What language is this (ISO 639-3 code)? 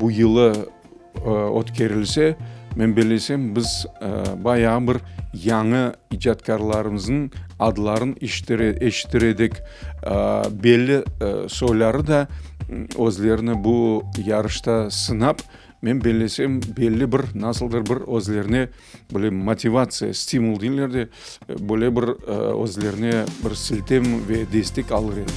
crh